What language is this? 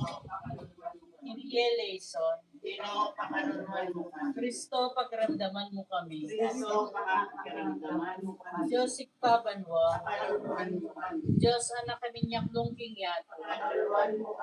Pampanga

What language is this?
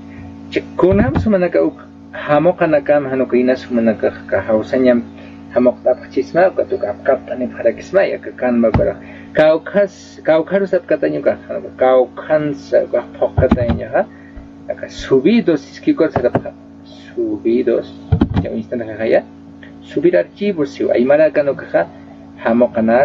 Aymara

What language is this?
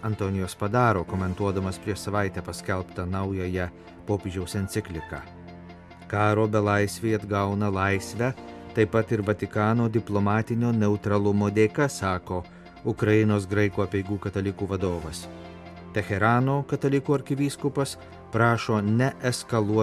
Lithuanian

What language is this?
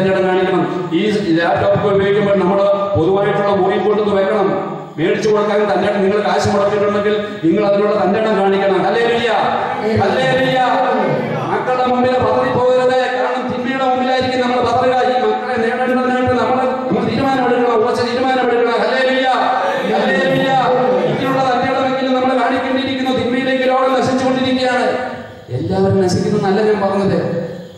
Malayalam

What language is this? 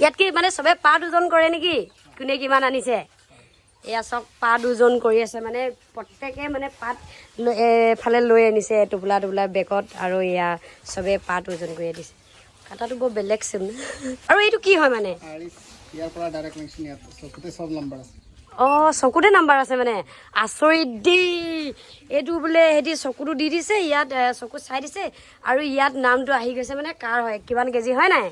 Assamese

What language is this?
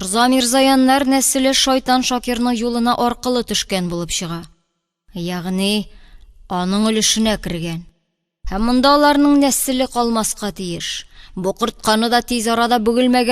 Tatar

